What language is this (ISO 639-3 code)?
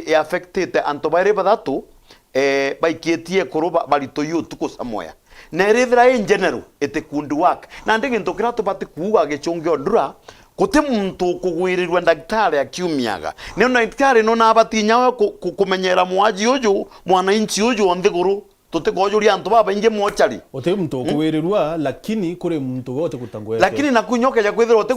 mer